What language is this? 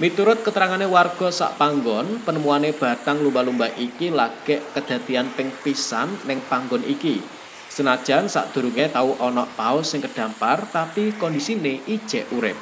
Javanese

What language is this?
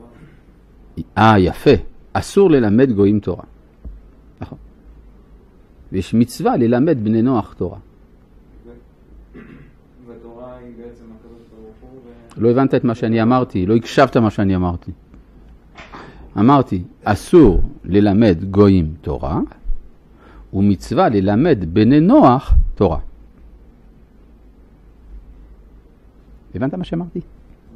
Hebrew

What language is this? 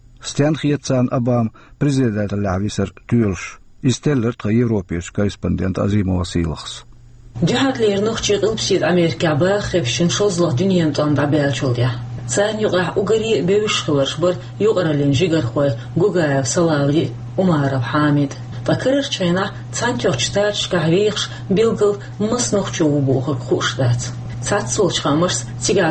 Chechen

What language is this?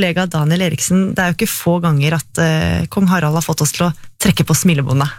Norwegian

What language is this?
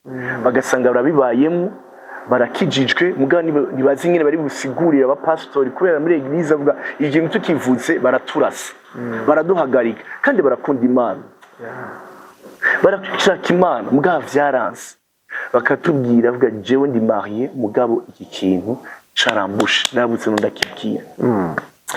Rundi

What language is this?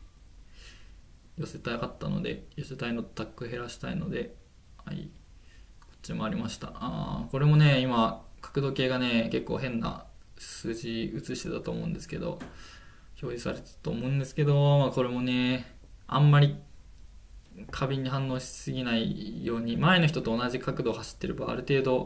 Japanese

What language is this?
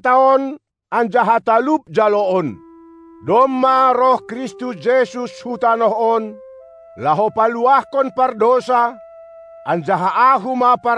Batak Simalungun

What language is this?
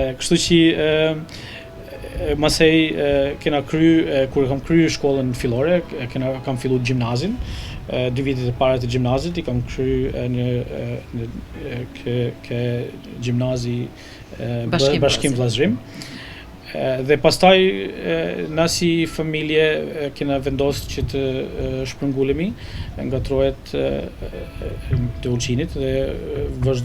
Albanian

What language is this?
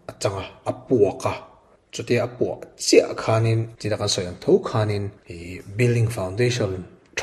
Mizo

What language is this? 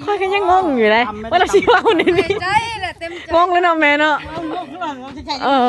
Lao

